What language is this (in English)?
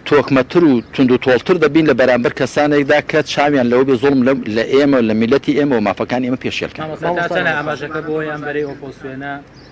Central Kurdish